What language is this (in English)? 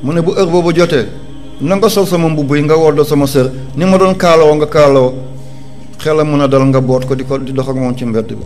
Wolof